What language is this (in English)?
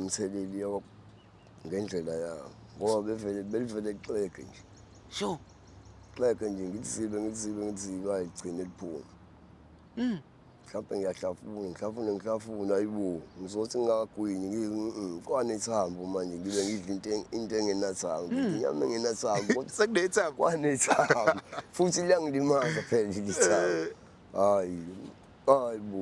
Zulu